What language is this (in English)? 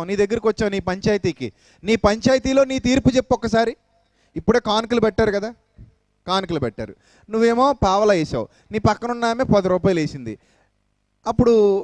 Telugu